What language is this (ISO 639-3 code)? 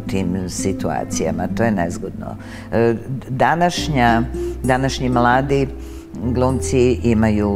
srp